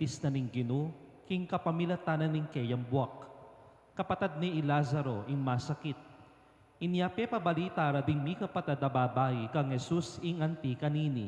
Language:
Pampanga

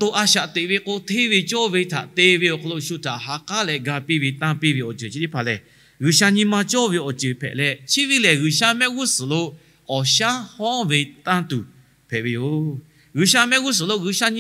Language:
Lahu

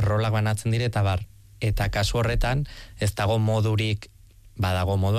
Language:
Basque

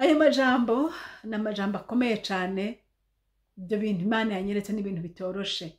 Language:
Rundi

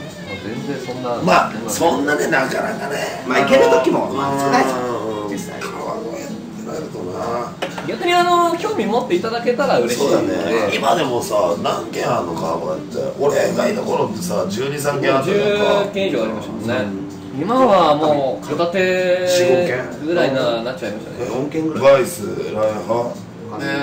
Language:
Japanese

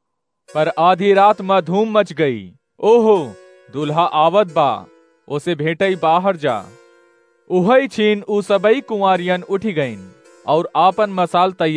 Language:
Awadhi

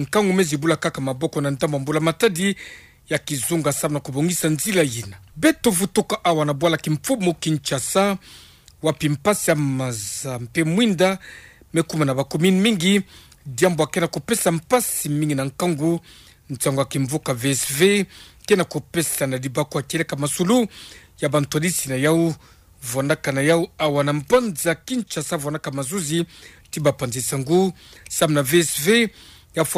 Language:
Kituba (Democratic Republic of Congo)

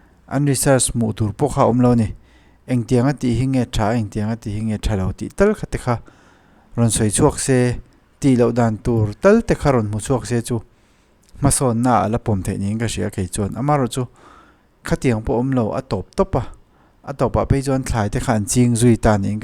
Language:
Mizo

